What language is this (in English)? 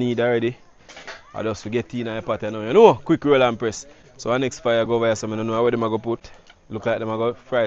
Jamaican Creole English